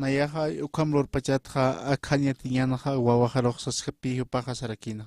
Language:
Aymara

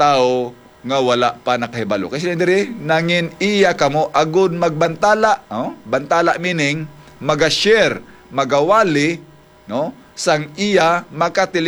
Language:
Hiligaynon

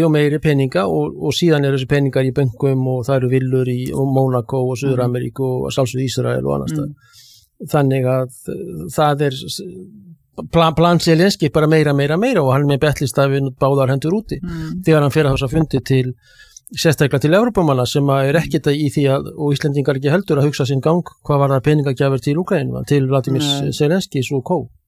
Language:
Icelandic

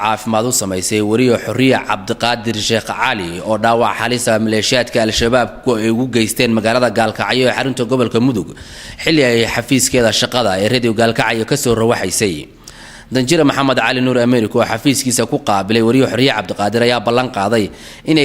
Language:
Somali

